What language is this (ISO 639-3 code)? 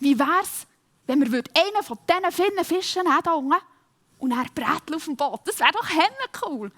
gsw